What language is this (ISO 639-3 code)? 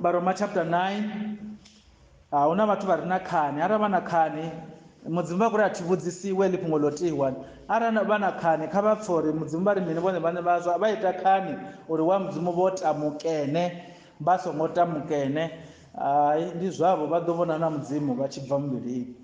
ven